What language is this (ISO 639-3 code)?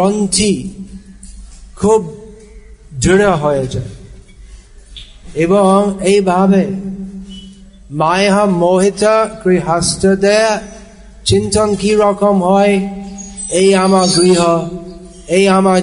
ben